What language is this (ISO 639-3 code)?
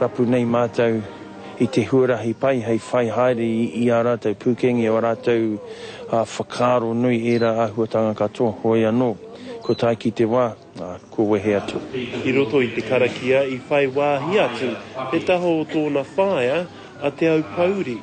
mri